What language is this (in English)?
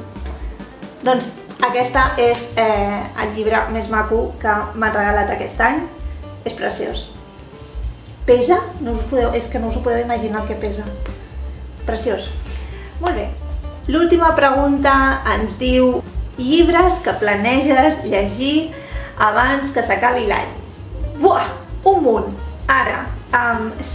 Catalan